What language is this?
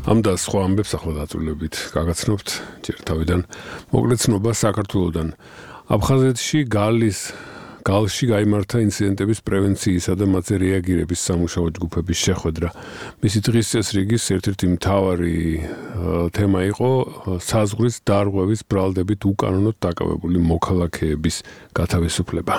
Georgian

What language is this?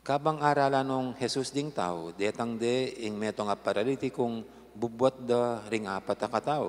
Pampanga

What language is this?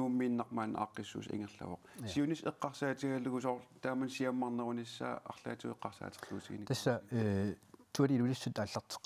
Kalaallisut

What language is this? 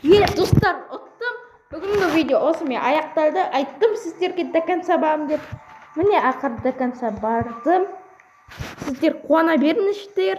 Kazakh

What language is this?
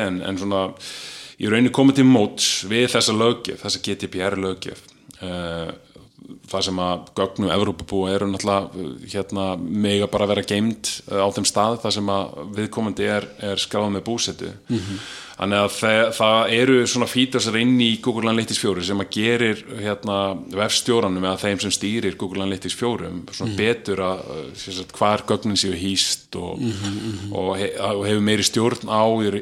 Icelandic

